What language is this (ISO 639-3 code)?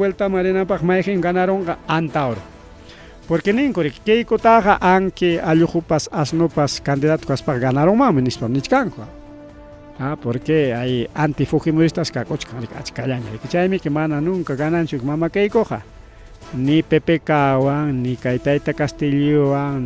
quy